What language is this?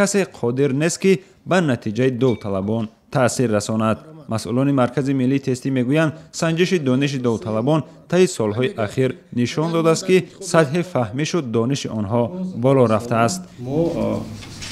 Tajik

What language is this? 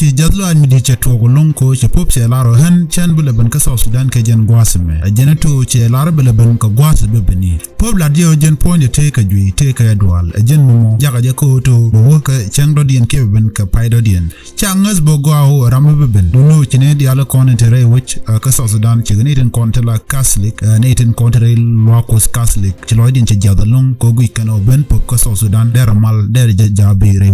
Nuer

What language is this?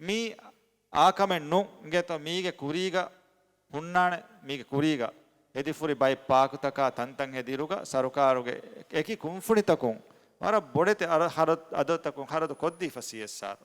Divehi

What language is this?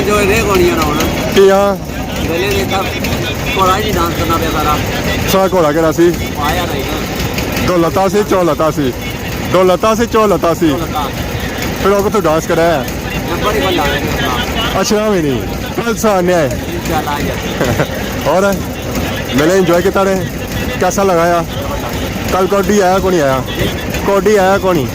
Pahari-Potwari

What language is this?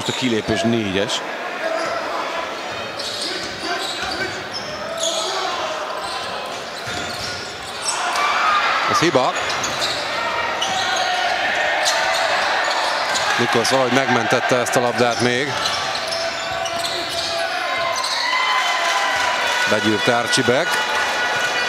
Hungarian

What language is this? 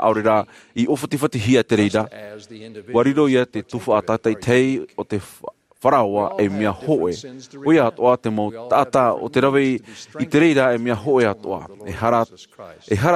Tahitian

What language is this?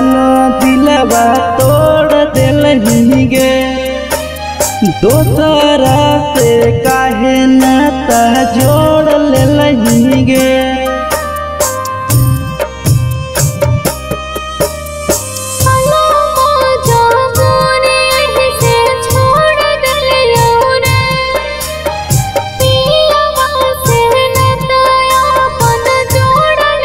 Magahi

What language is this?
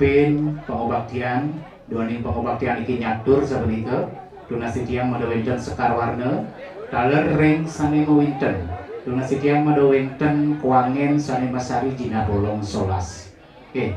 Balinese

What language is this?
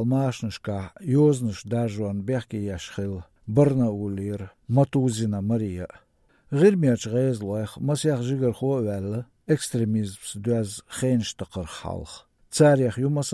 Chechen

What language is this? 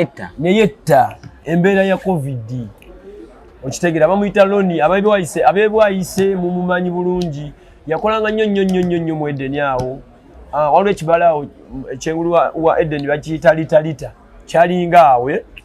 Ganda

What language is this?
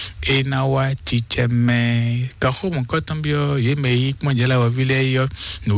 Fon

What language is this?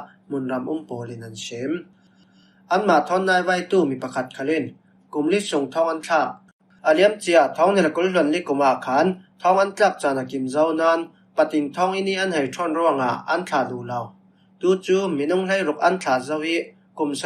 Falam Chin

